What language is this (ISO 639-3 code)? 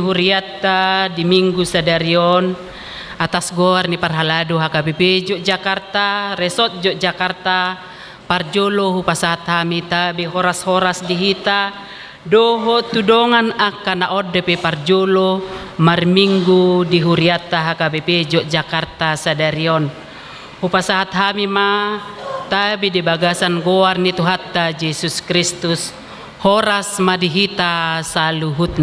bbc